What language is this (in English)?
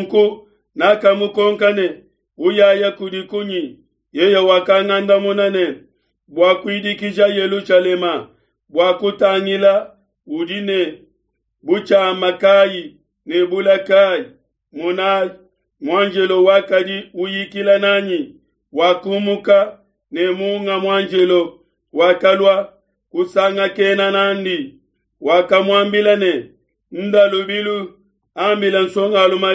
Luba-Lulua